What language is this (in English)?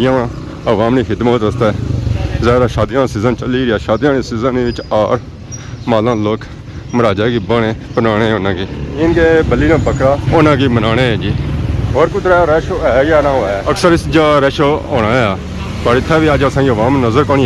Pahari-Potwari